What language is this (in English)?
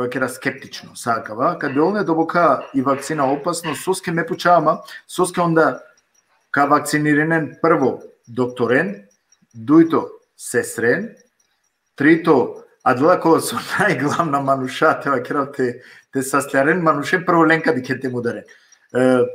Balkan Romani